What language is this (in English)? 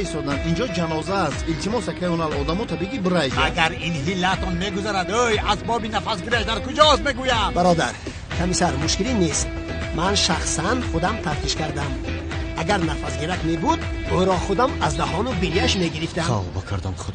Tajik